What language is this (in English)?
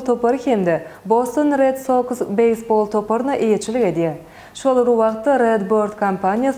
Turkmen